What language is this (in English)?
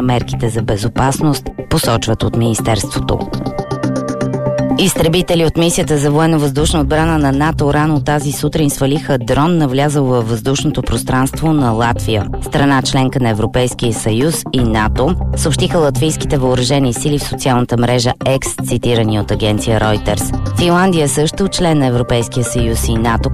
Bulgarian